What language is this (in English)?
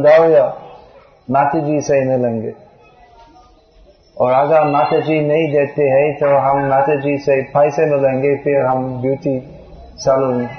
Hindi